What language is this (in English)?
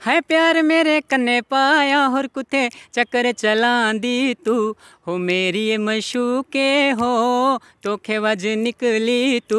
Dogri